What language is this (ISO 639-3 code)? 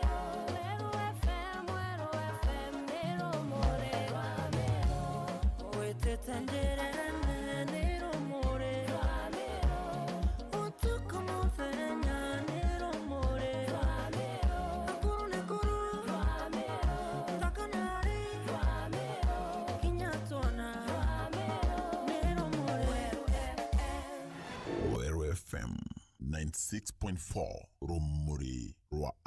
mer